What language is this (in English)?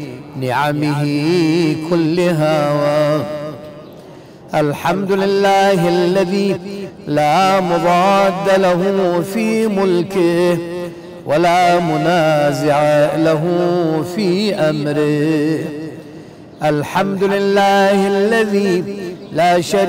Arabic